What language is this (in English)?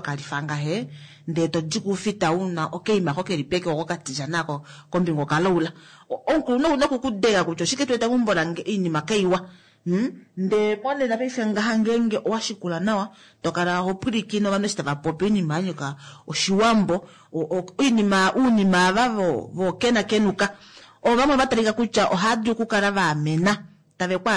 Kuanyama